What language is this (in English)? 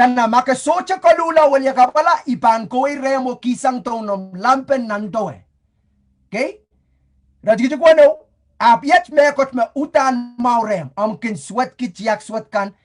Pohnpeian